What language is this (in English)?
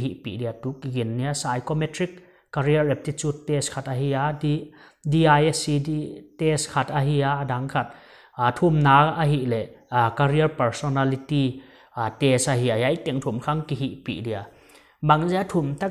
Paite Chin